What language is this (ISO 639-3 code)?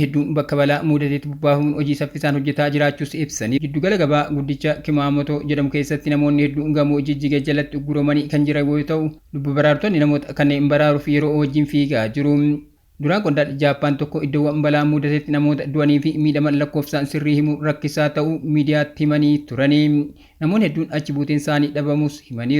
orm